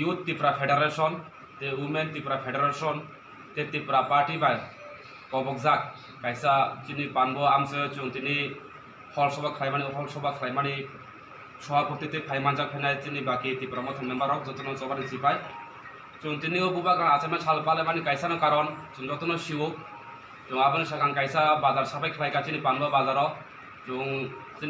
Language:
Kok Borok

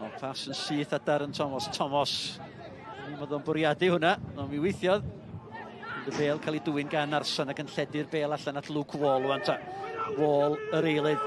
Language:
Welsh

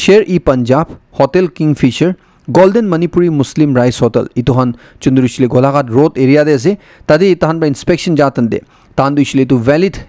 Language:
Naga Pidgin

